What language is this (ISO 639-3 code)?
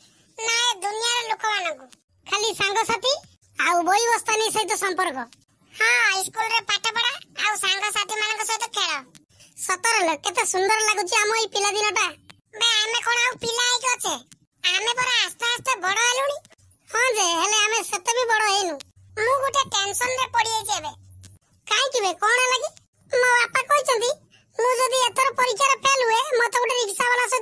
ori